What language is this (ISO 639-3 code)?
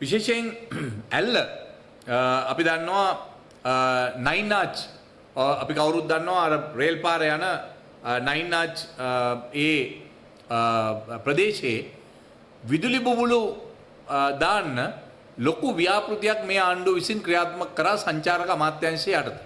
sin